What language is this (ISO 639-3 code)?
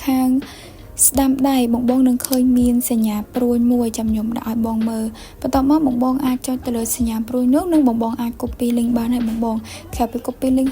khm